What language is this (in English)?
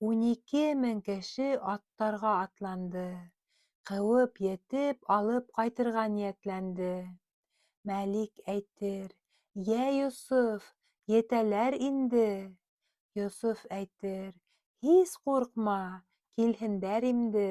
Bashkir